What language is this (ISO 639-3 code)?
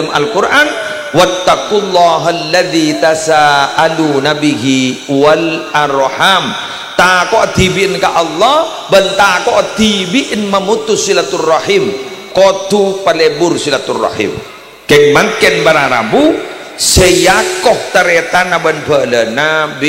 mad